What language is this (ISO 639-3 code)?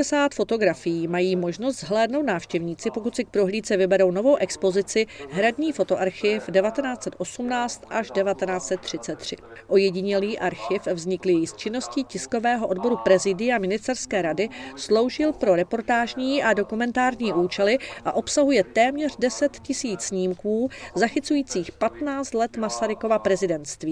ces